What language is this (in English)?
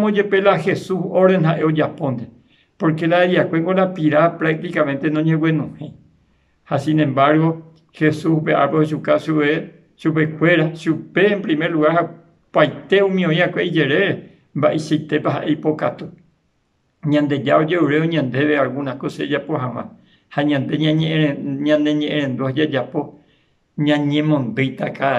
Guarani